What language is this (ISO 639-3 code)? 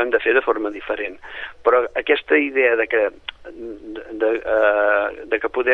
cat